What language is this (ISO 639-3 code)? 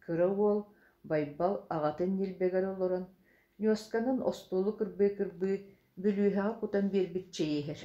sah